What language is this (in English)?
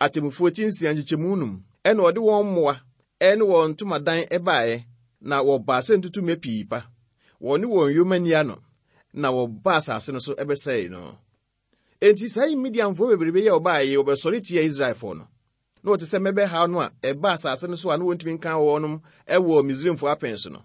Akan